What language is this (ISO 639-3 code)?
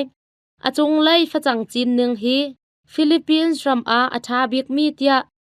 cnh